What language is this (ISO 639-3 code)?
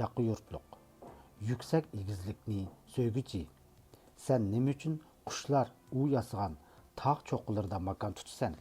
uig